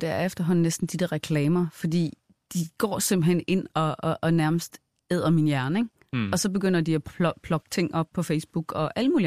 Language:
Danish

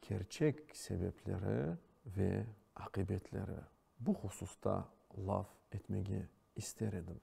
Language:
Crimean Tatar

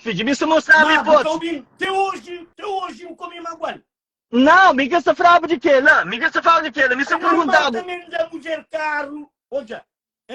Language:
Kabuverdianu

